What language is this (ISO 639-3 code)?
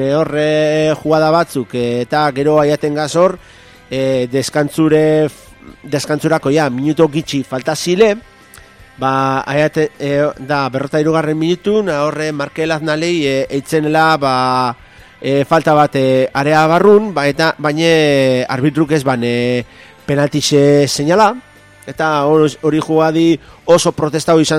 eus